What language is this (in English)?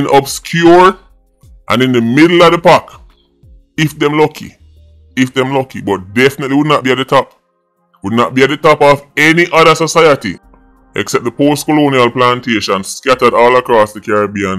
Jamaican Creole English